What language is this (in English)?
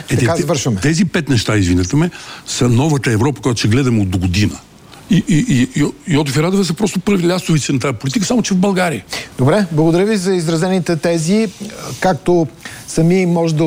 Bulgarian